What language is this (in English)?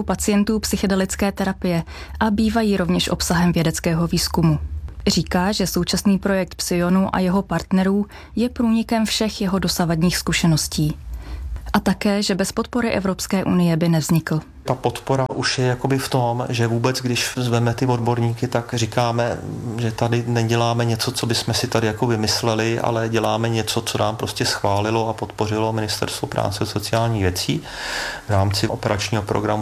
Czech